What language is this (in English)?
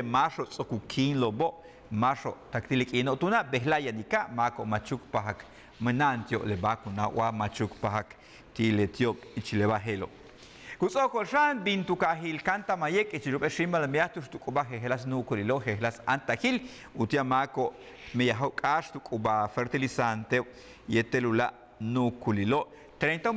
Yucateco